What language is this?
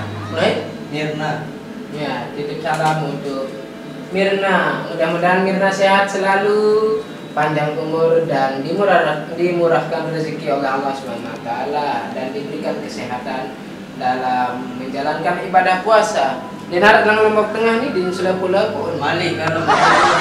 Sasak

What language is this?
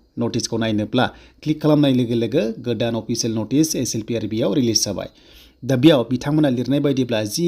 Bodo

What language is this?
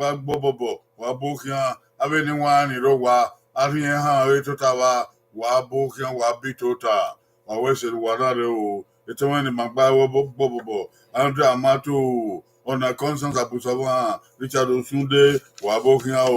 Bini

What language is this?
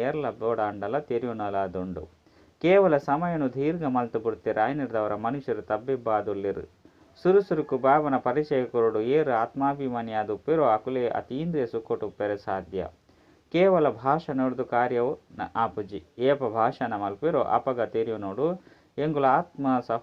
Tulu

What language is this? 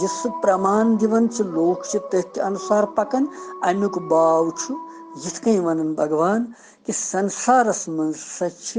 Kashmiri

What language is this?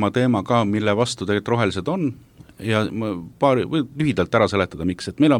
Estonian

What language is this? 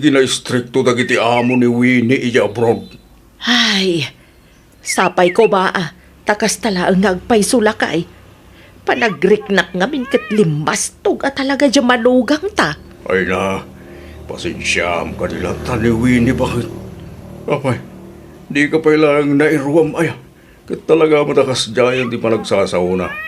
Iloko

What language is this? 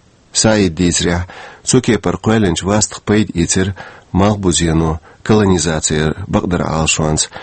Chechen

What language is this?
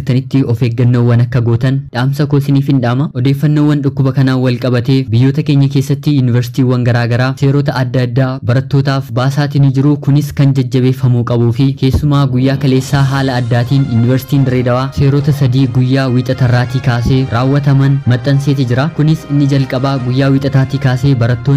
Oromo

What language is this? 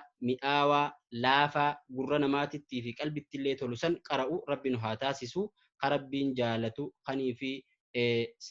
Oromo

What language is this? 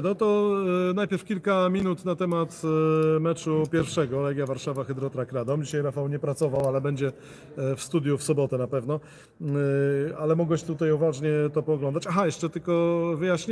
Polish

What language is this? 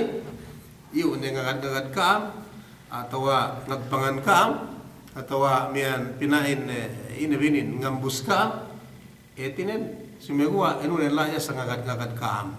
Yakan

